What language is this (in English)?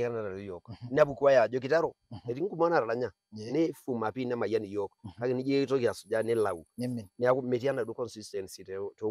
Masai